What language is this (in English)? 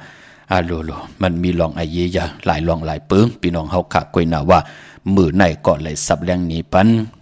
Shan